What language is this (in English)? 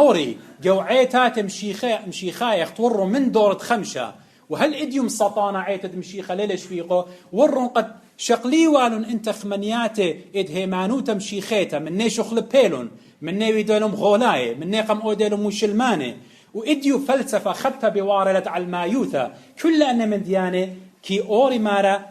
Assyrian Neo-Aramaic